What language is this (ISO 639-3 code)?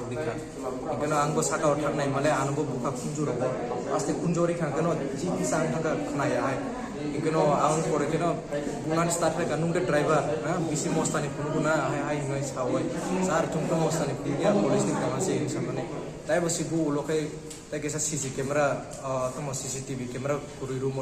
trp